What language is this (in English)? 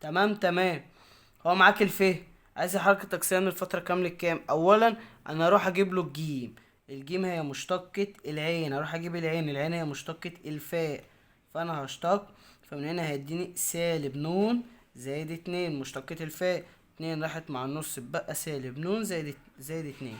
Egyptian Arabic